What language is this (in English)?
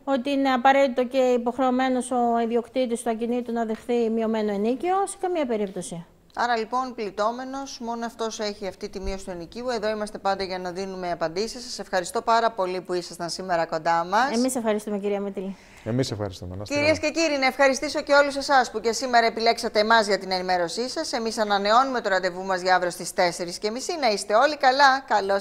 Greek